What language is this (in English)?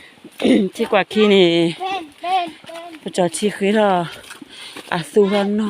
S'gaw Karen